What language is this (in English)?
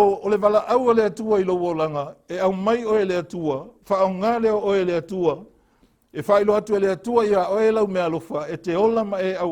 Samoan